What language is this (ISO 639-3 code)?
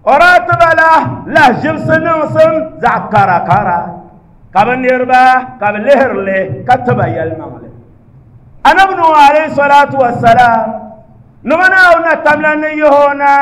dag